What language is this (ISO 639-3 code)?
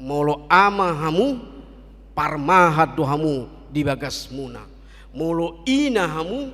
bbc